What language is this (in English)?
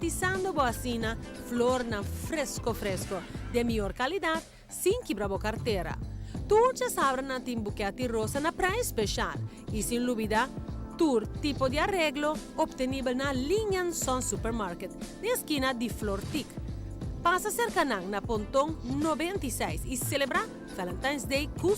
Papiamento